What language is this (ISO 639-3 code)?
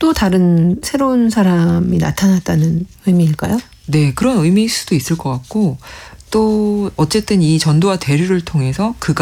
kor